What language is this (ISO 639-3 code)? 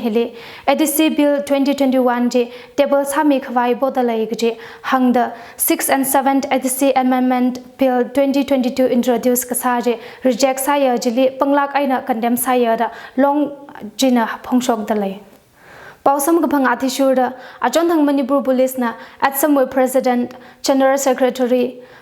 nmf